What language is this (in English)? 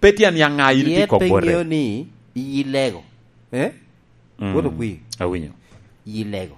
Lango (Uganda)